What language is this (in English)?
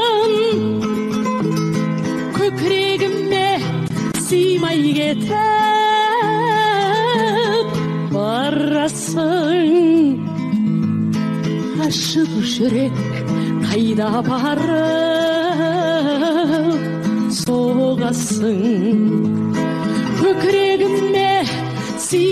Kazakh